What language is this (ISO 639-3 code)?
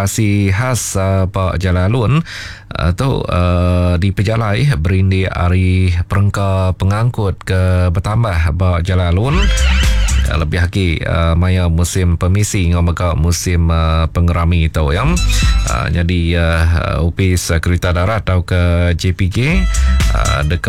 iba